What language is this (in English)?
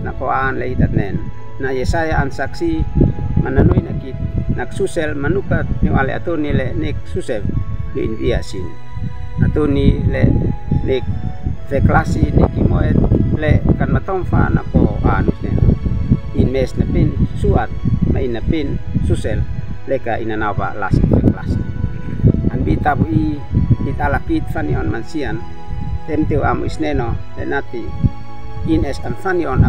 Uab Meto